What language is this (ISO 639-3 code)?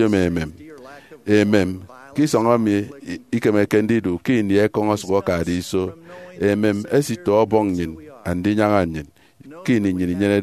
efi